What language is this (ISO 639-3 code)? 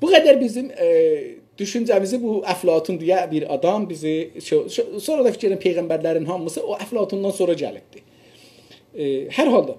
azb